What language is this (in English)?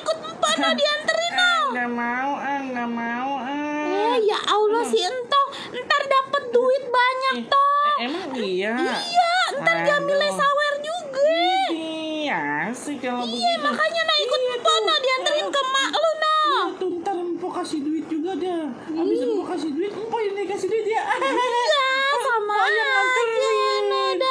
Betawi